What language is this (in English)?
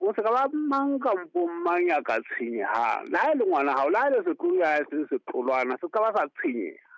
Southern Sotho